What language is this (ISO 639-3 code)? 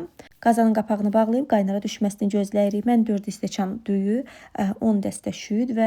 aze